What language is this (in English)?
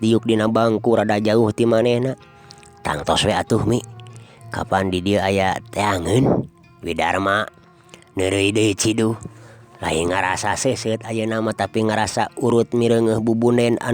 Sundanese